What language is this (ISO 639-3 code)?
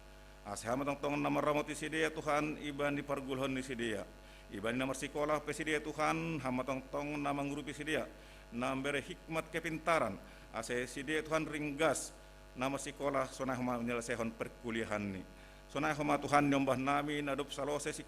bts